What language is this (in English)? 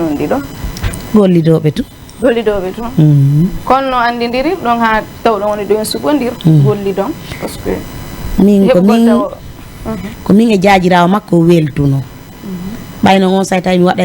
Fula